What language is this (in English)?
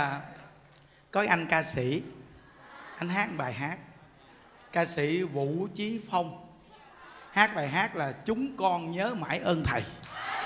Vietnamese